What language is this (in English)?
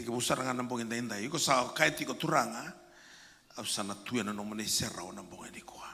Fijian